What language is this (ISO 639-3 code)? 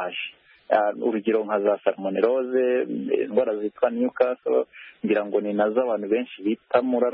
kin